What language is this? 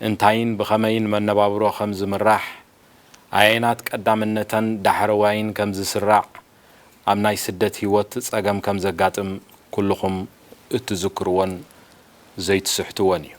Tigrinya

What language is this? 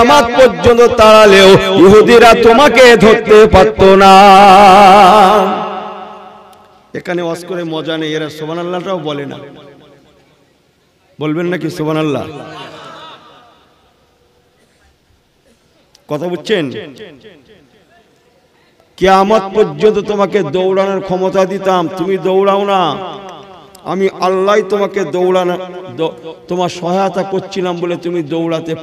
Bangla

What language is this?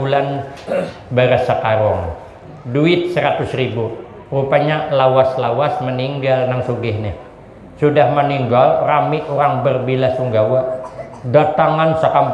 Banjar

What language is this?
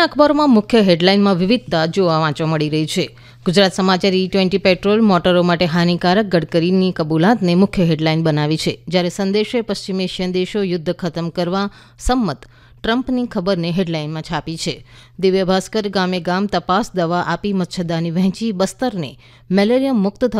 Gujarati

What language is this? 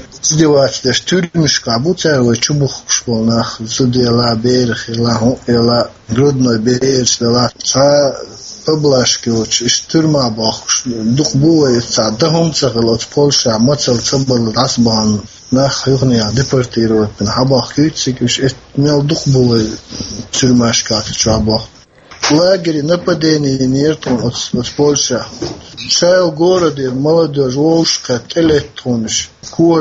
Chechen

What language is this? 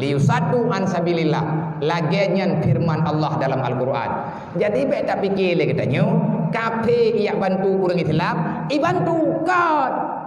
Achinese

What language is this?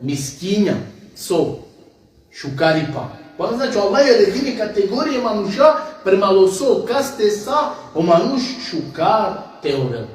Balkan Romani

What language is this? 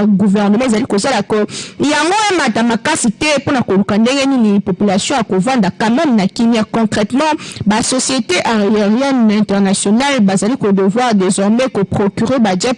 Lingala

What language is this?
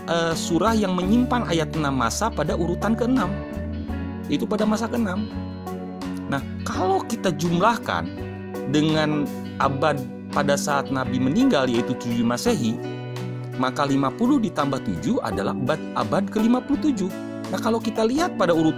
Indonesian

